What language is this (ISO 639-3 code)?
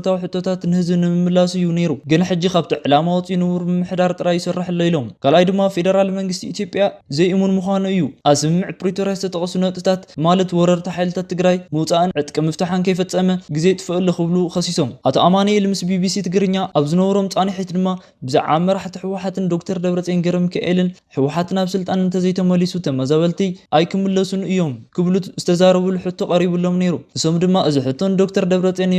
tir